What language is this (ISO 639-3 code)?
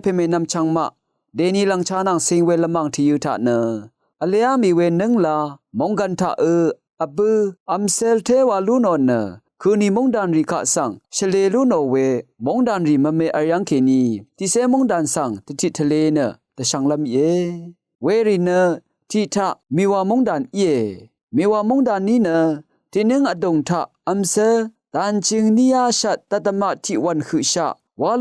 raw